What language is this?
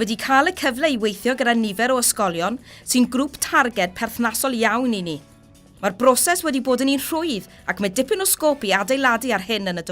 Welsh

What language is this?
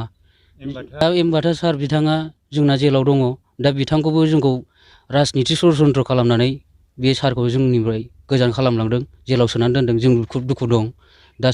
Bodo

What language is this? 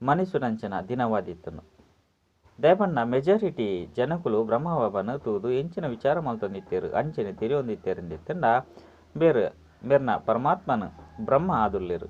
Tulu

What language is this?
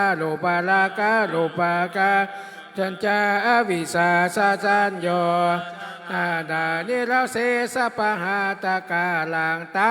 Pali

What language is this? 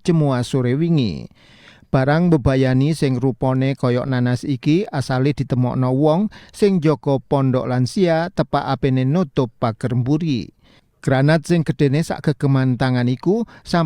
Javanese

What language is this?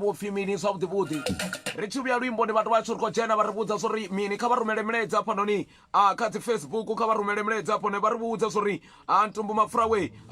Venda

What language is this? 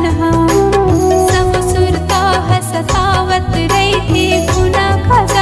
Chhattisgarhi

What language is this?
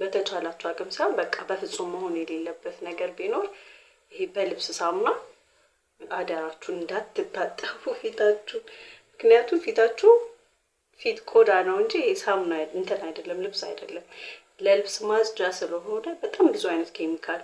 Amharic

